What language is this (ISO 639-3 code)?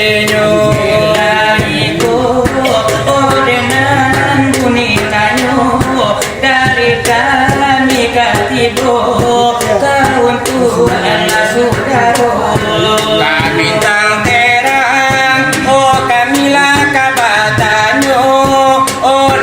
min